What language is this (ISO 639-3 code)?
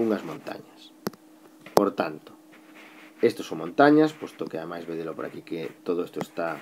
glg